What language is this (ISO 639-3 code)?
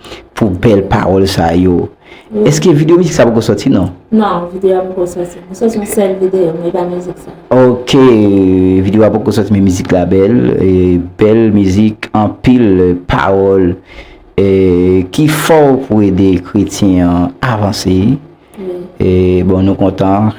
hat